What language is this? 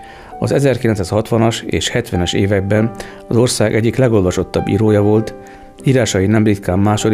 Hungarian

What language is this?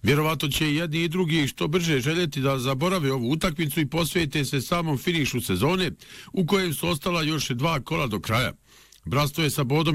Bosnian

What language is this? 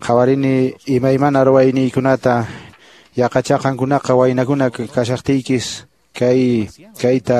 Quechua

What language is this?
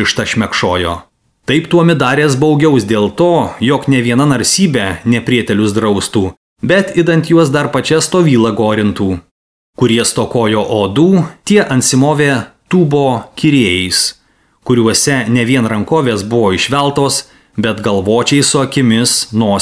Lithuanian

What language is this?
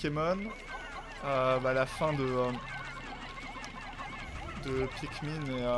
French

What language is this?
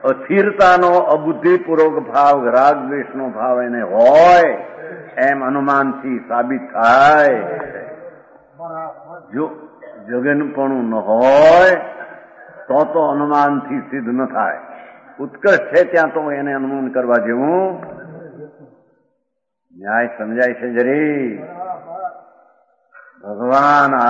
Gujarati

